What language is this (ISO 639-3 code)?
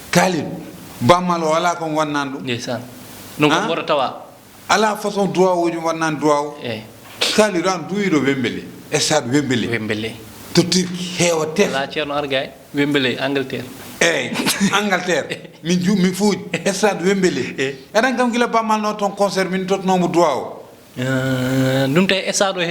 ful